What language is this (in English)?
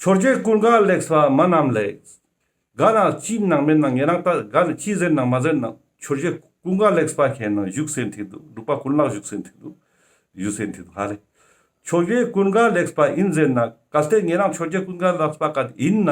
Ladakhi